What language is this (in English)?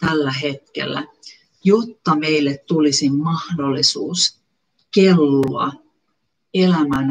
Finnish